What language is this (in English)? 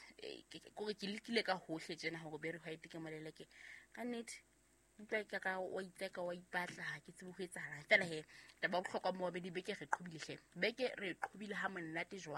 Southern Sotho